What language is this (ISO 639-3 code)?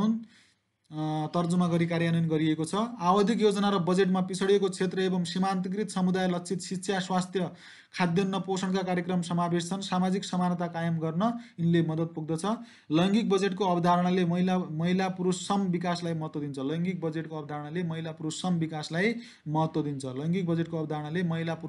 nep